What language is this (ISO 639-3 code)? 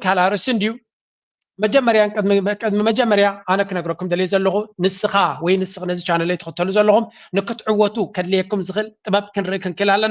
tir